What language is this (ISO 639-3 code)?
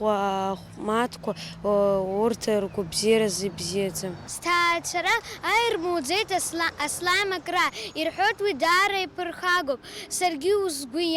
abk